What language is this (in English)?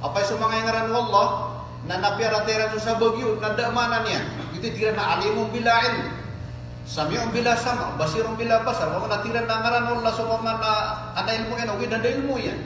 Maranao